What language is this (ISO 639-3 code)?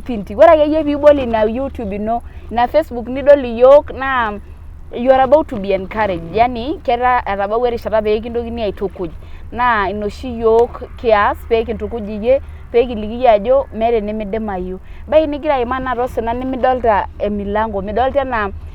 mas